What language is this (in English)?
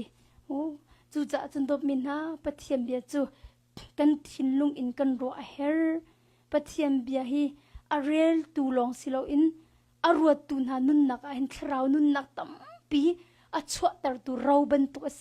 Hakha Chin